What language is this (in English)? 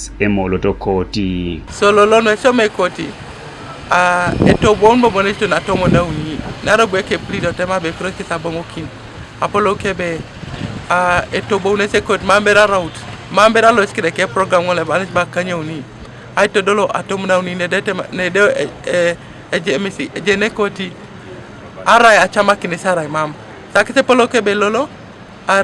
Teso